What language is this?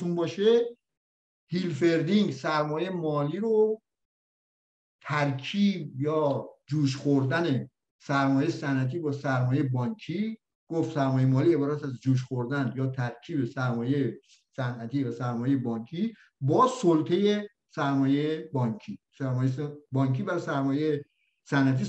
Persian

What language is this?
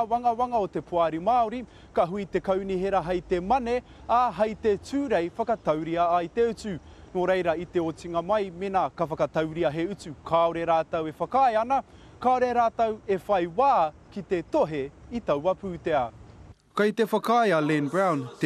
Māori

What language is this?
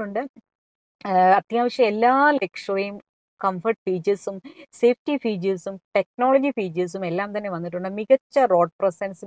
Malayalam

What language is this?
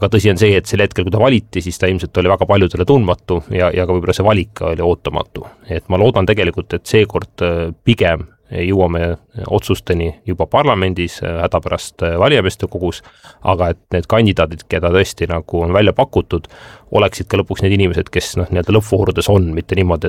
Estonian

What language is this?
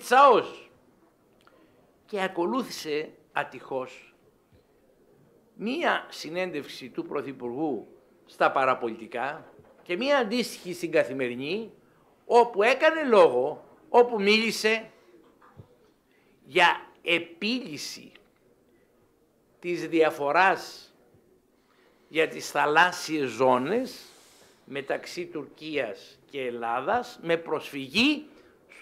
Greek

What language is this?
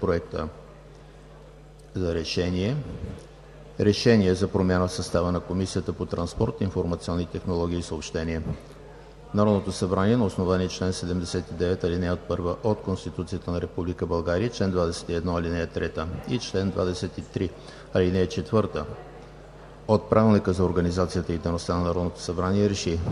Bulgarian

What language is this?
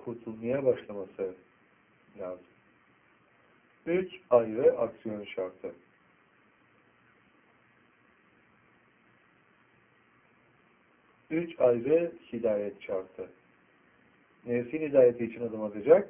Turkish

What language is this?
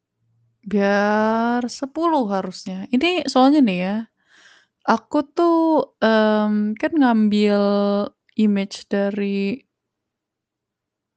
Indonesian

